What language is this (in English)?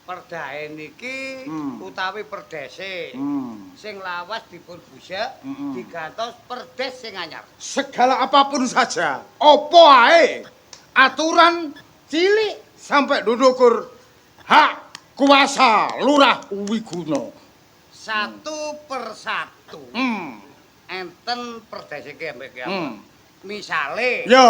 Javanese